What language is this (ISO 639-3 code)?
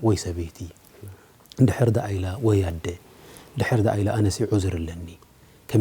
tir